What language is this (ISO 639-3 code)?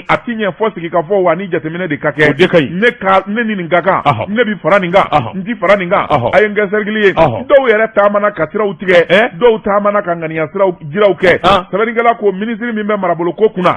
bam